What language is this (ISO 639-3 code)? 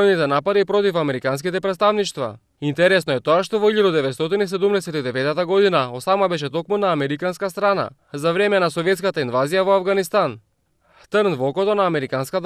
mkd